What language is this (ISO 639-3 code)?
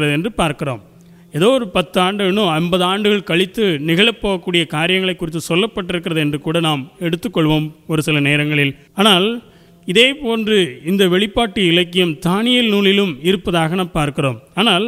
tam